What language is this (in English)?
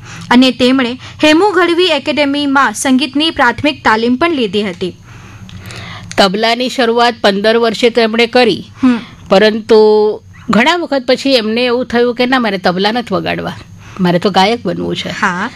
Gujarati